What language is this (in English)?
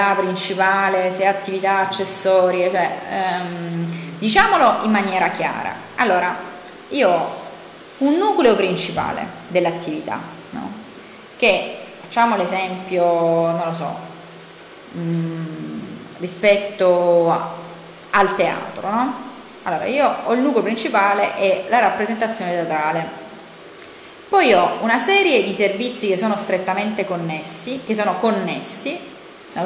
Italian